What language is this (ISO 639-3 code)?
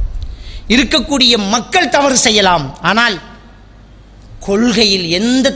tam